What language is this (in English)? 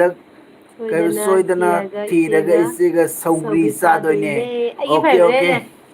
Manipuri